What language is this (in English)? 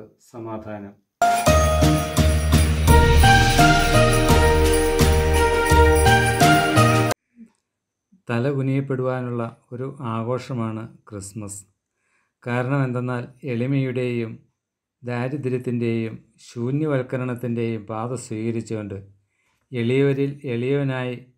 Malayalam